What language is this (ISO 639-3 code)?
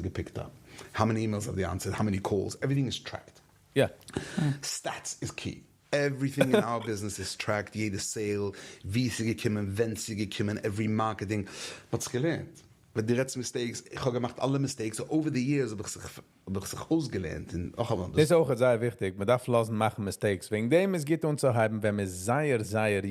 yid